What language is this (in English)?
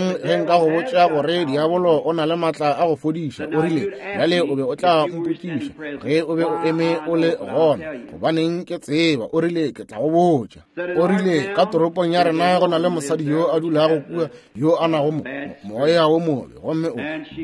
Northern Sotho